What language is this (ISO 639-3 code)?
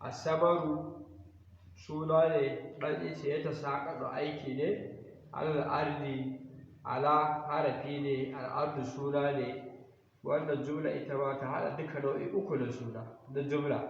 hau